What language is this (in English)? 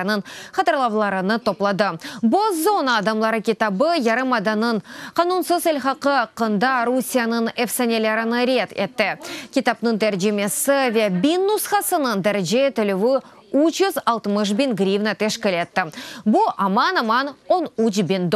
Crimean Tatar